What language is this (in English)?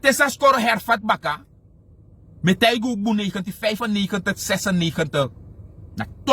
Sranan Tongo